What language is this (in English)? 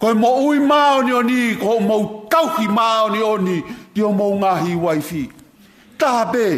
Tongan